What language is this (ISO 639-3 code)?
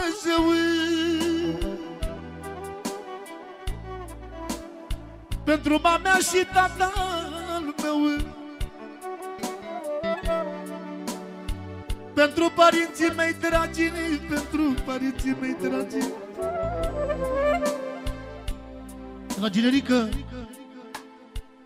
ron